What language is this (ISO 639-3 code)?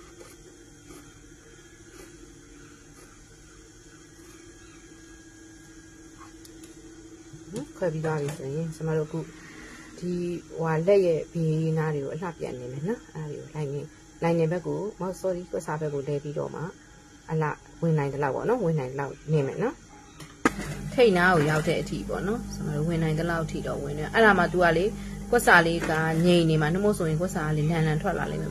mya